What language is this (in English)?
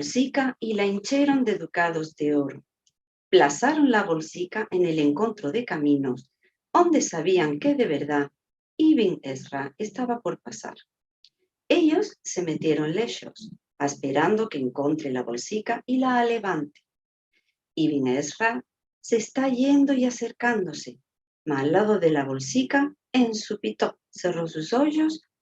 Ladino